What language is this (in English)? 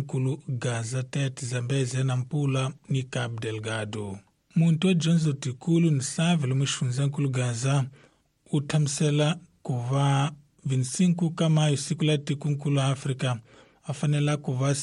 Tsonga